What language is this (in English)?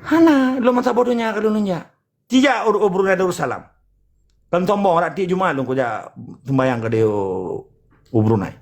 Achinese